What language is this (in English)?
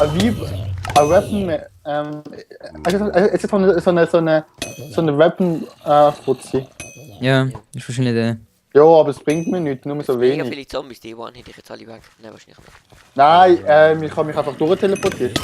Swiss German